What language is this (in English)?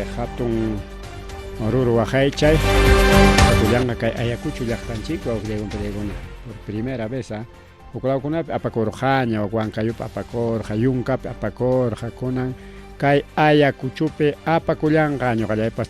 Ayacucho Quechua